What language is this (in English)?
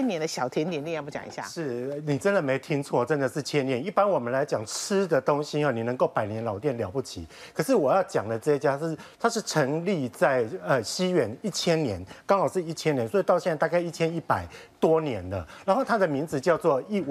Chinese